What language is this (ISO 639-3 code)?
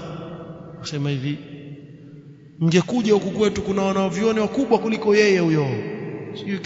swa